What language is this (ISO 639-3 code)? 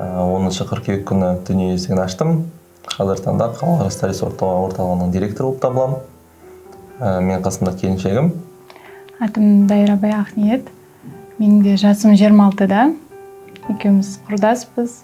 kaz